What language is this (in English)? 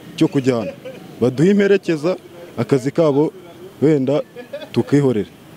Kinyarwanda